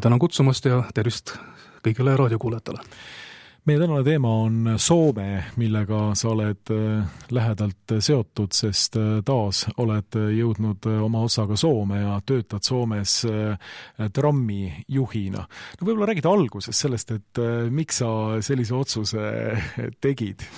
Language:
Estonian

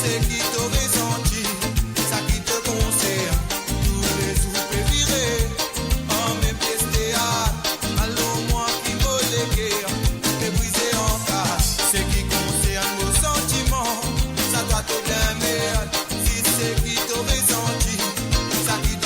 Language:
Morisyen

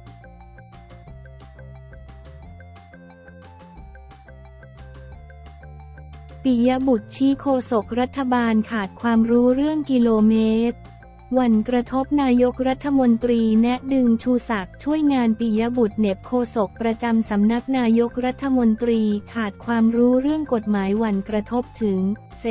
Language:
Thai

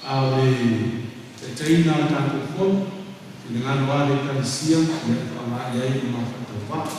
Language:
Samoan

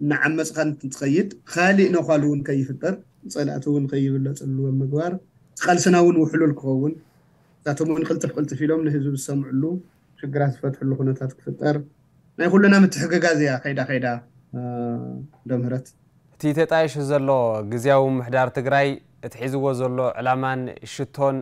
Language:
Tigrinya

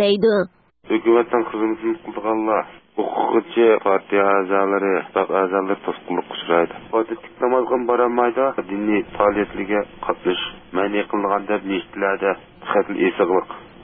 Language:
Uyghur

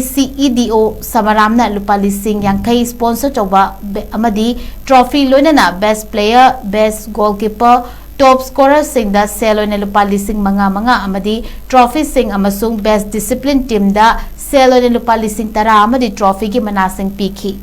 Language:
Manipuri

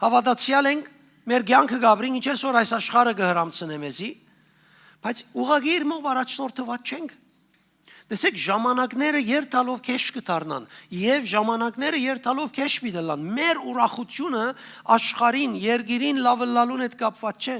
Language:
Western Armenian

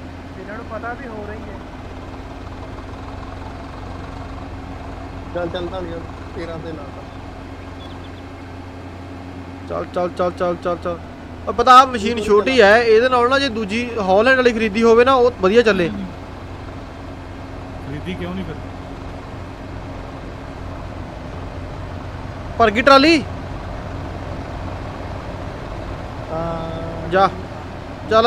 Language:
Punjabi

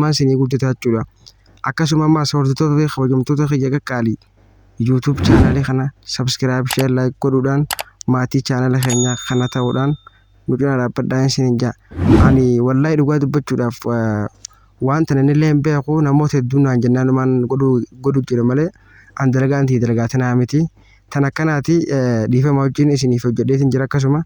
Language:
Oromo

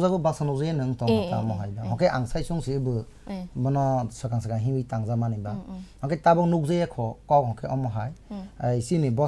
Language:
Kok Borok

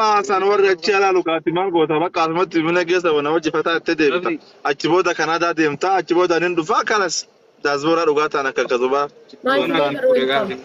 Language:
Oromo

